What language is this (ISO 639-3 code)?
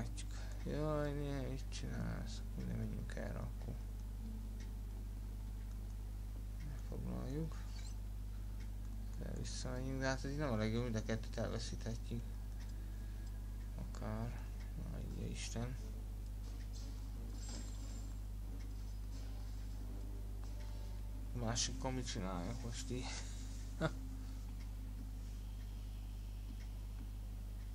hun